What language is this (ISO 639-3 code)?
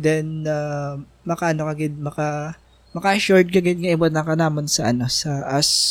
hil